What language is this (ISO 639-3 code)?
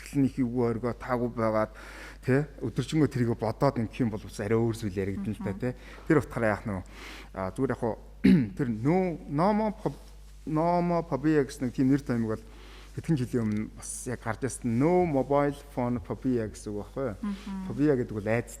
mon